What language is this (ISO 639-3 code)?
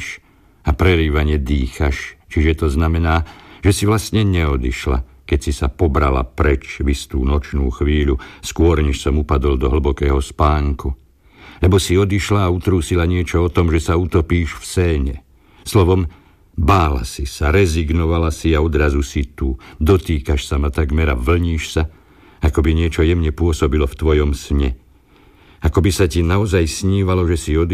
slk